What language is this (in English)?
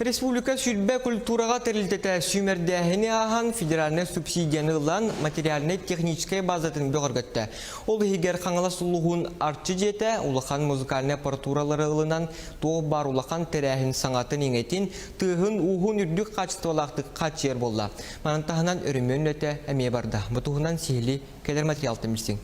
Yakut